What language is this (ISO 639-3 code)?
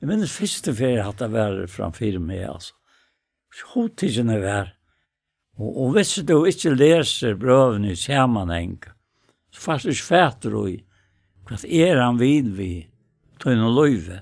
fao